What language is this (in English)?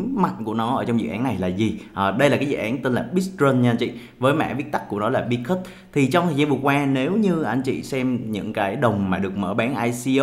Vietnamese